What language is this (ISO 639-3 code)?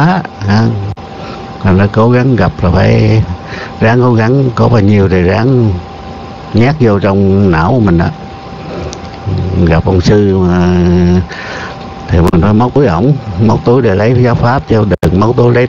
vie